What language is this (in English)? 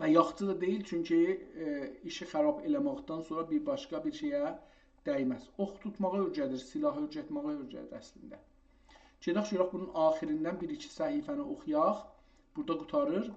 South Azerbaijani